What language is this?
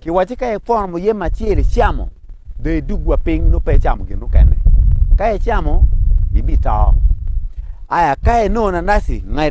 Acoli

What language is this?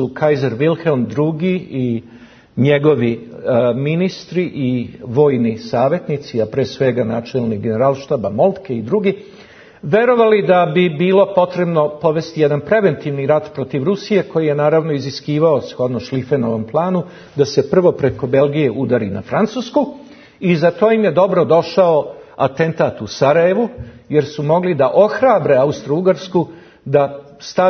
Serbian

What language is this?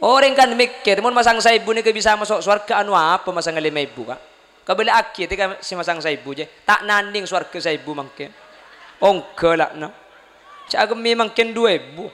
Madurese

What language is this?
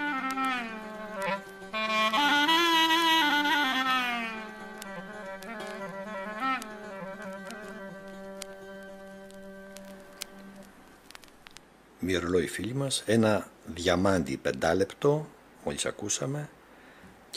Greek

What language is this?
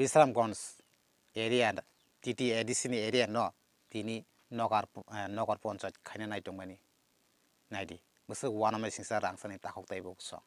Kok Borok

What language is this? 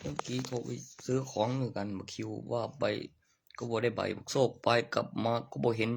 Northeastern Thai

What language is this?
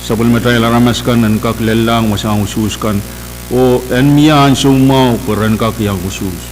Pohnpeian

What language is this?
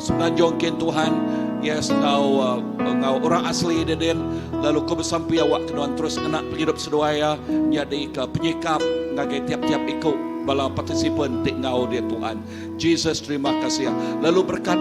Iban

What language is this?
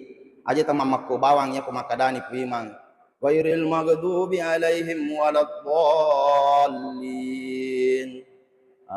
Buginese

